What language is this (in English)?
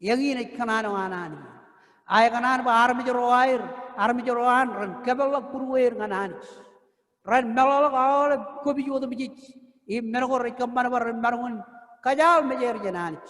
Marshallese